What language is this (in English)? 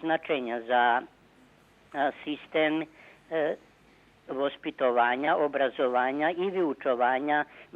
Rusyn